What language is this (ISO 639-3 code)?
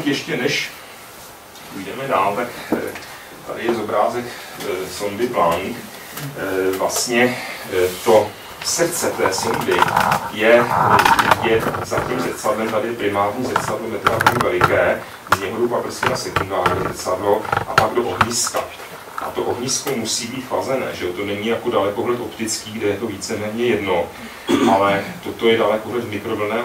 ces